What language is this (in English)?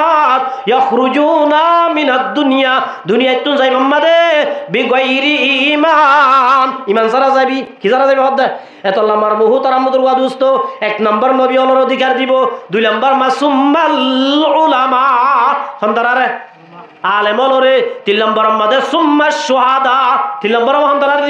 Rohingya